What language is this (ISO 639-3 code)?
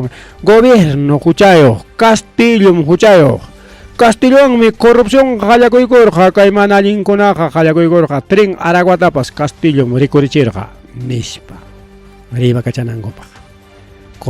quy